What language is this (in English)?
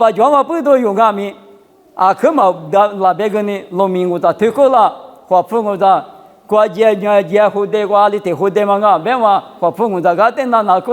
Lisu